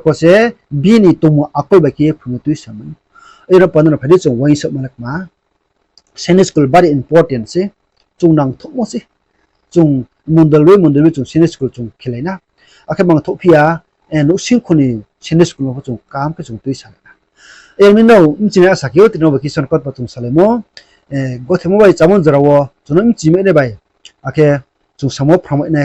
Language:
Riang (India)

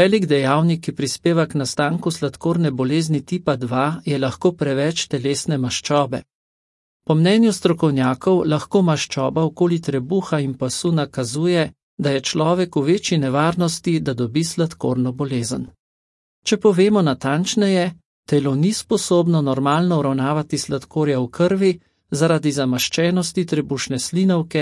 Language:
Slovenian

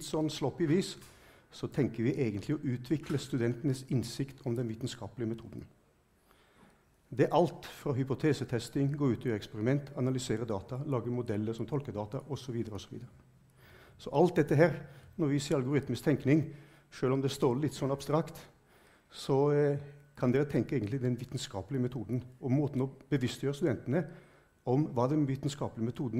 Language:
Norwegian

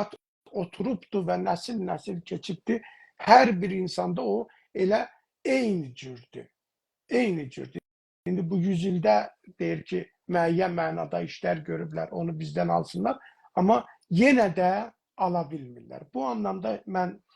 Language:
South Azerbaijani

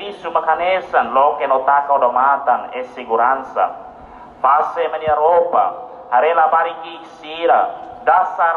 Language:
Tetum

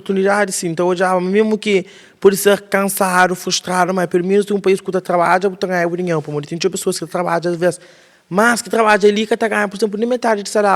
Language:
Kabuverdianu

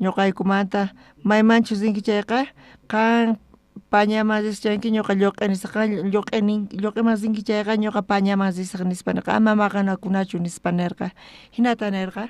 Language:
South Bolivian Quechua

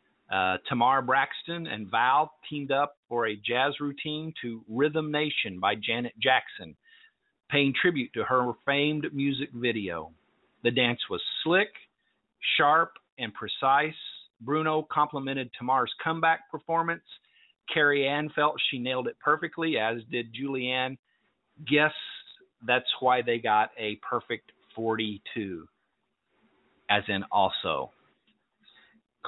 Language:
English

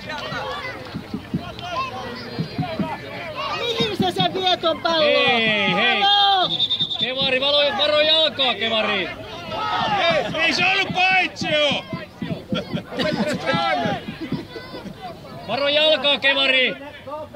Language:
Finnish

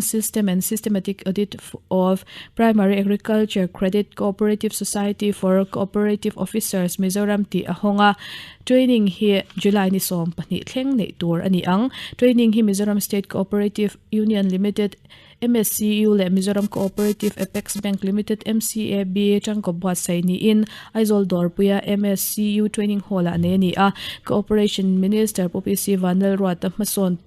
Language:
Mizo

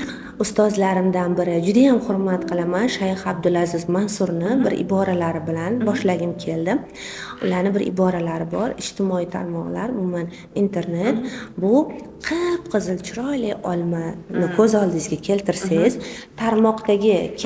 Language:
Uzbek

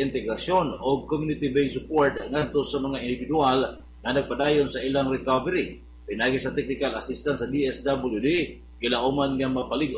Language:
Cebuano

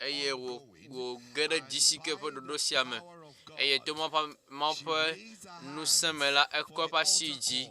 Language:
Ewe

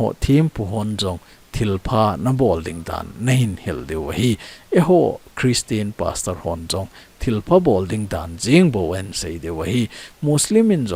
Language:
Thado Chin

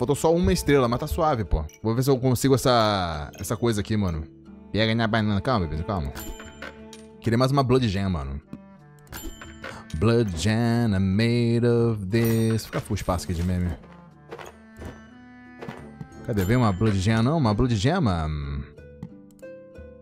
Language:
Portuguese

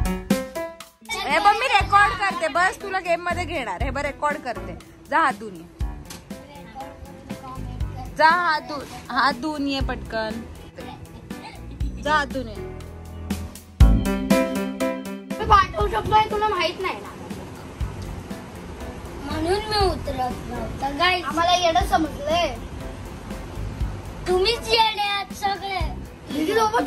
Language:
Marathi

